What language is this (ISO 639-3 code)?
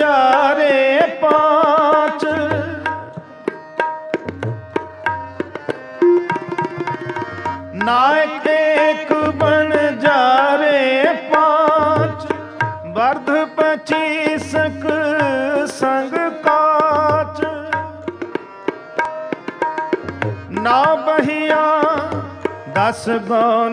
pan